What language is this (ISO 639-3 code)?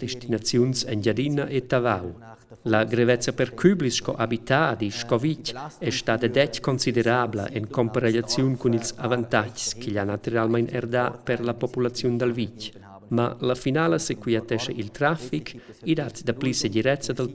roh